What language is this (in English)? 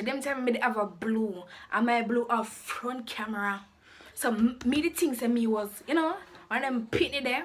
Jamaican Creole English